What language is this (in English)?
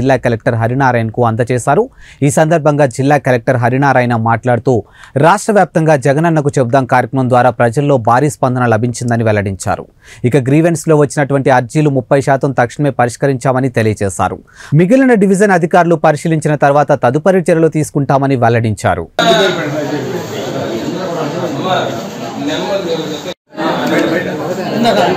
Telugu